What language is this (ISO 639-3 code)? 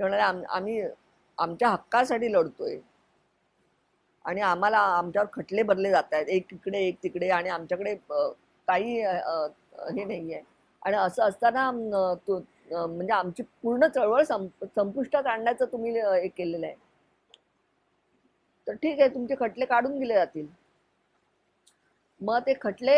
mar